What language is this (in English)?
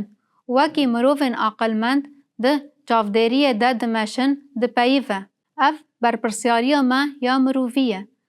Kurdish